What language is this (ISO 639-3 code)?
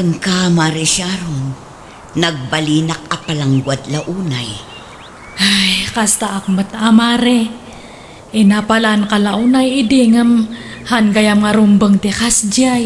ilo